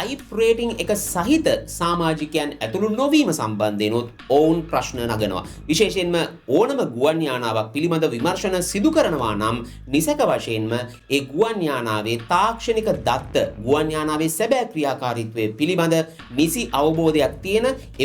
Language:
Sinhala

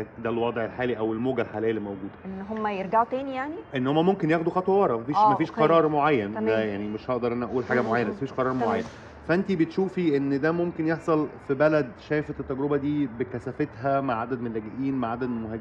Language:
Egyptian Arabic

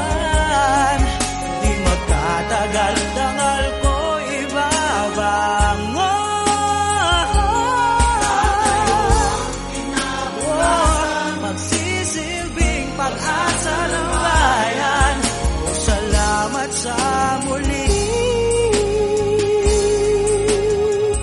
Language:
Filipino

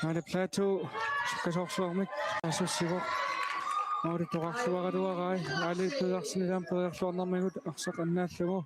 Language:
Kalaallisut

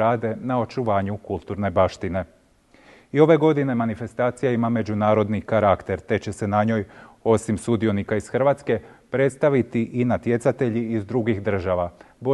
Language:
Croatian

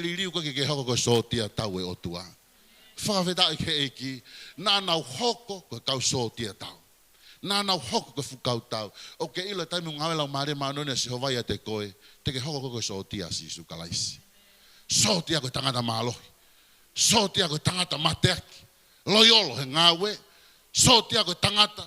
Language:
Tongan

